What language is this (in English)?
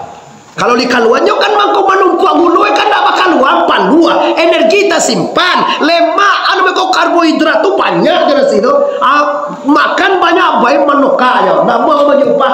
Minangkabau